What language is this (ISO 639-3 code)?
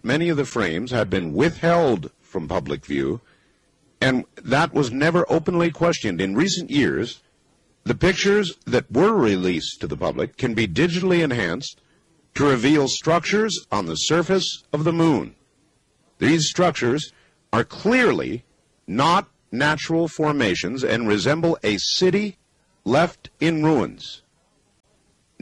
eng